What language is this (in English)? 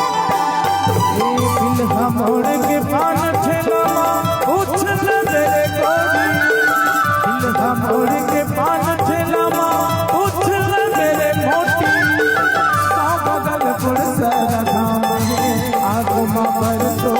Chhattisgarhi